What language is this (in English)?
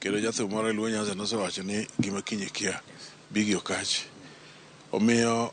Luo (Kenya and Tanzania)